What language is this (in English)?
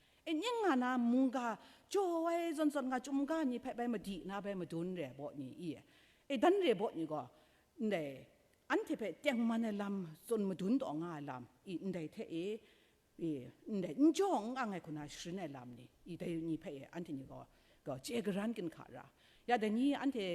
Kachin